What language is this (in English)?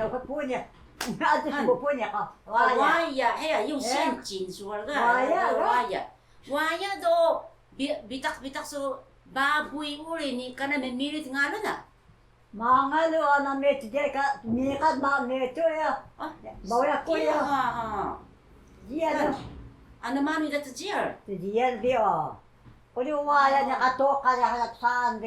Taroko